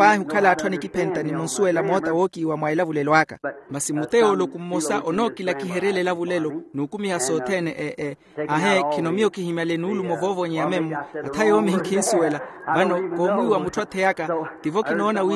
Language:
Makhuwa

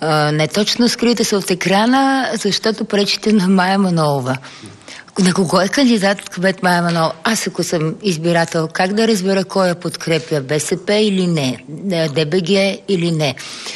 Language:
Bulgarian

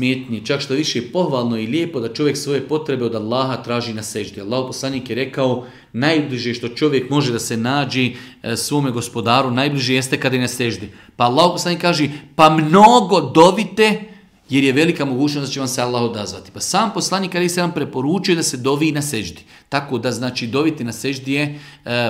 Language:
Bosnian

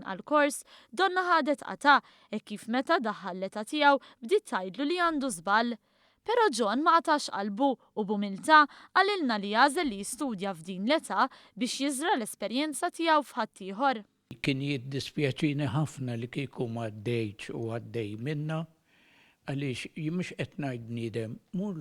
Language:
Maltese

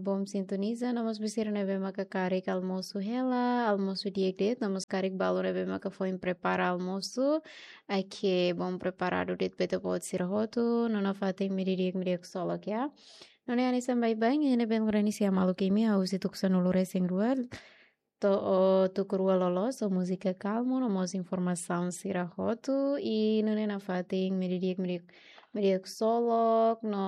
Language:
Tetum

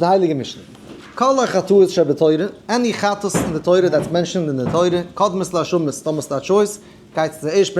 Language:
Yiddish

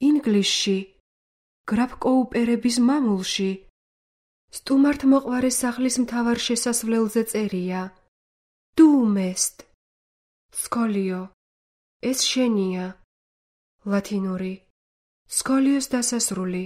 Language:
Georgian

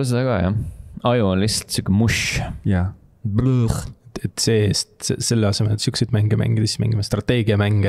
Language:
Estonian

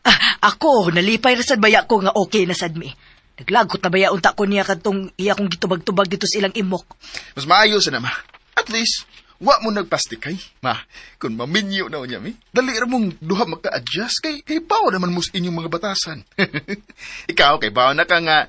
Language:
Cebuano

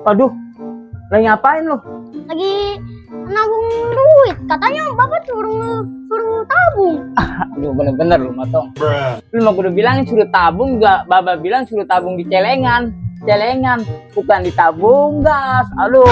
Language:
Betawi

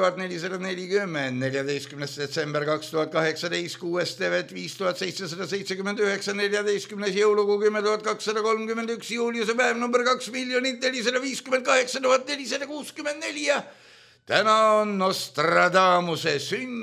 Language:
Estonian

